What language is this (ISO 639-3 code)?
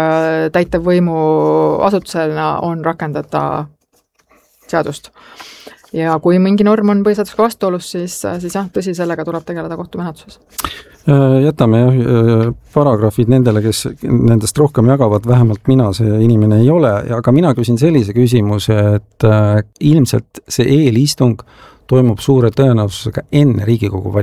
est